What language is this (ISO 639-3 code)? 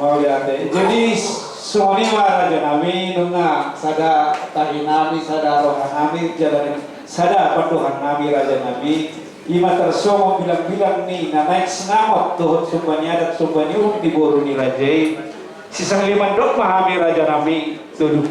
bbc